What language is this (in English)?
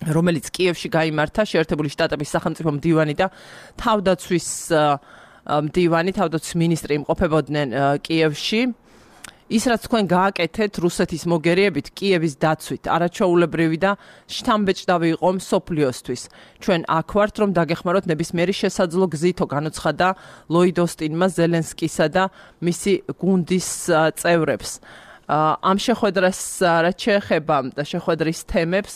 Georgian